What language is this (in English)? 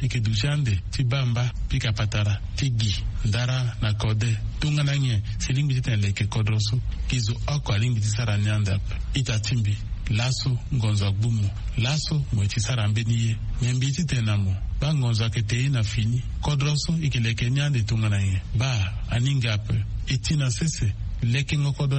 Sango